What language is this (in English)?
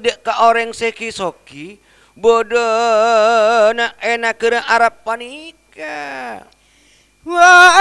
Madurese